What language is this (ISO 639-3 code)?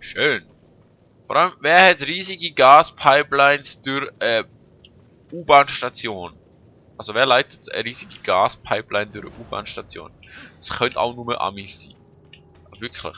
gsw